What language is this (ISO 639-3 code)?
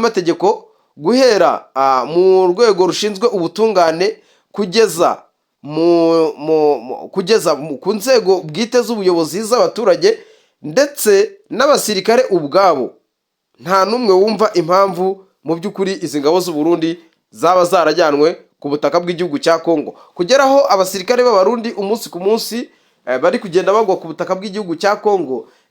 kin